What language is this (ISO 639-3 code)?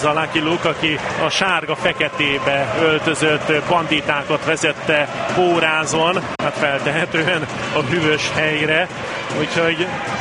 hun